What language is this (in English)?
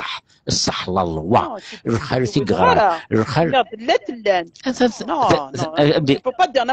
Kabyle